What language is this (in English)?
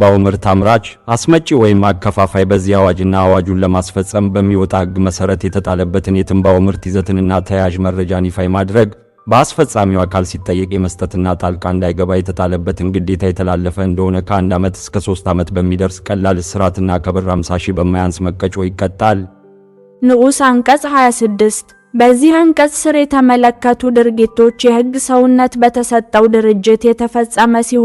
Amharic